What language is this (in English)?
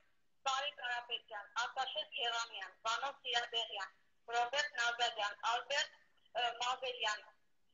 Armenian